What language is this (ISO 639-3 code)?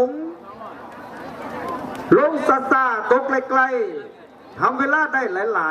lao